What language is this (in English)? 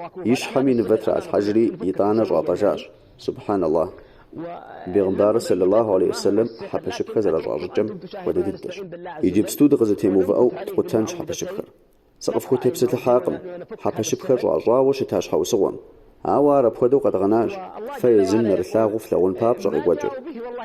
Kabardian